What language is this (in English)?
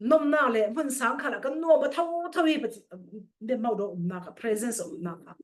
Falam Chin